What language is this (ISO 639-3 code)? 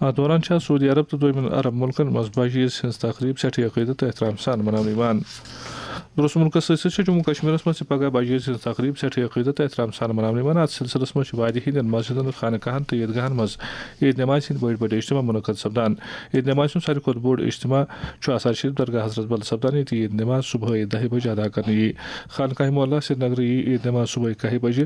kas